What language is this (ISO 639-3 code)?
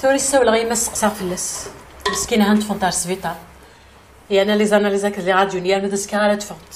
kab